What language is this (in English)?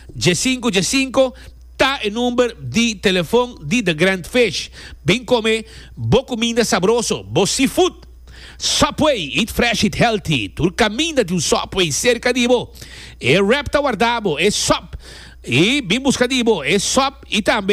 Papiamento